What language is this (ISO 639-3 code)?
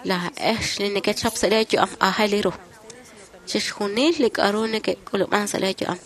kek